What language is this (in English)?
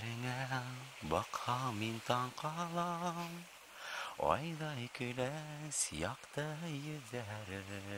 Bashkir